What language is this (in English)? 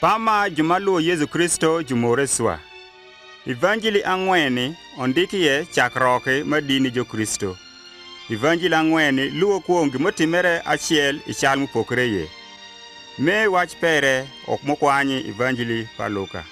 Adhola